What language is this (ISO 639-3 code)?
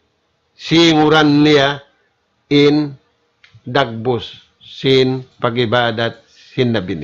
tsg